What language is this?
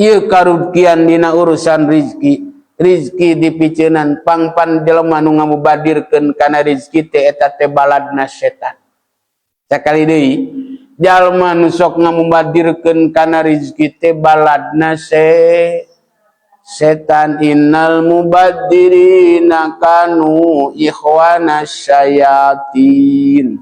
Sundanese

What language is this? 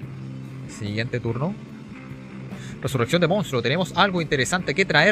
Spanish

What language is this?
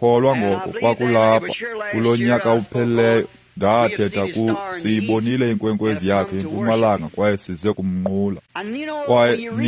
Xhosa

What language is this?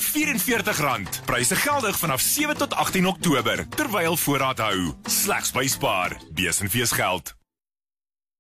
Afrikaans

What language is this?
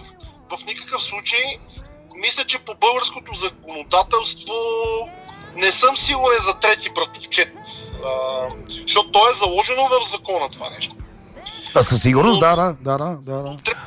Bulgarian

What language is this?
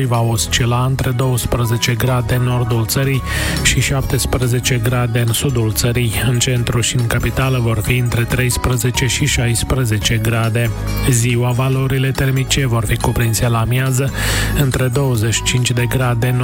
Romanian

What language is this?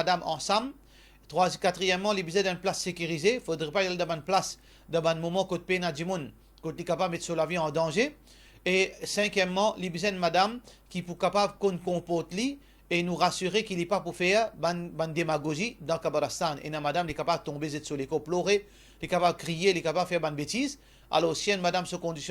Morisyen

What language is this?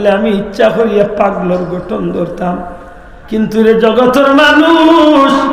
Sylheti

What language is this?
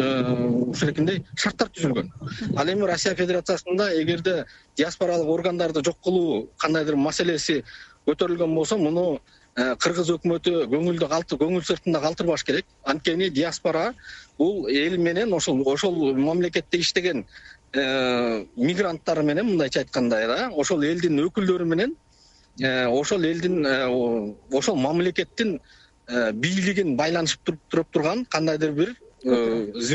Kyrgyz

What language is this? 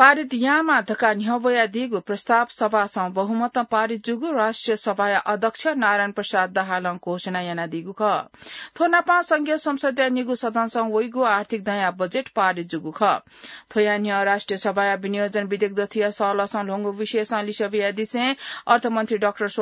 Newari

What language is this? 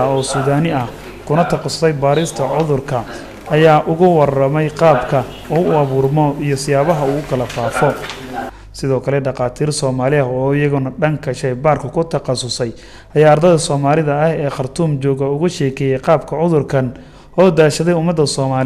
Somali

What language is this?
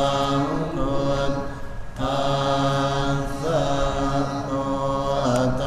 Pali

